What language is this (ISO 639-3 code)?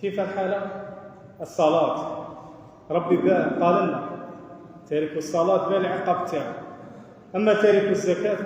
arq